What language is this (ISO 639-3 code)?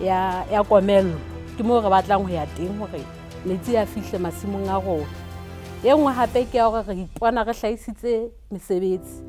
sot